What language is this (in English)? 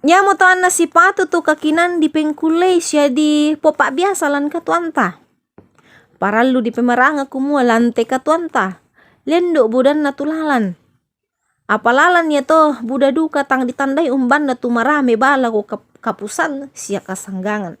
Toraja-Sa'dan